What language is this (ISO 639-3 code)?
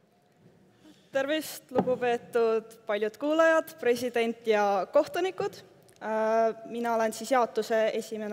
est